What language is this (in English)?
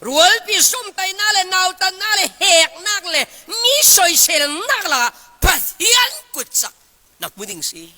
Falam Chin